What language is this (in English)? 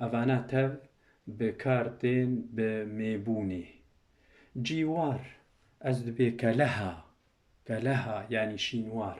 Kurdish